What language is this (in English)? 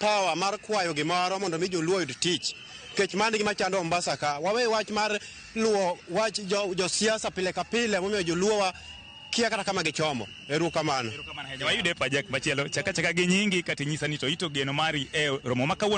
Luo (Kenya and Tanzania)